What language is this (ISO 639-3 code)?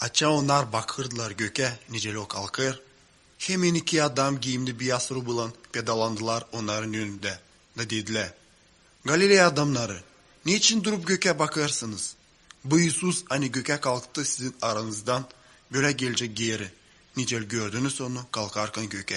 gag